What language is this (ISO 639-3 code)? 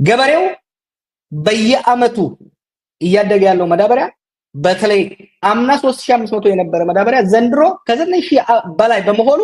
amh